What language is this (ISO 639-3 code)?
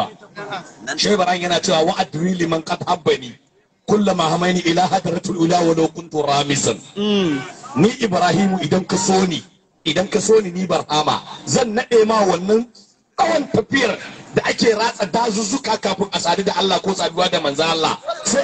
hau